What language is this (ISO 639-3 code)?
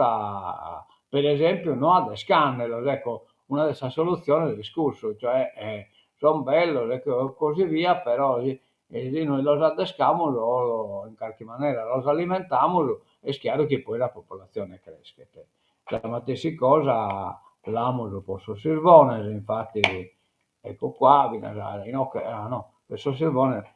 srd